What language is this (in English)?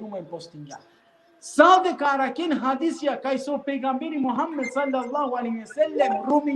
Balkan Romani